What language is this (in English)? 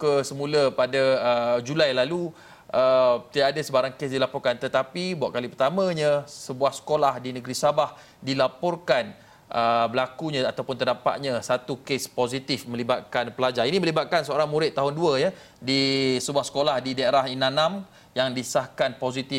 Malay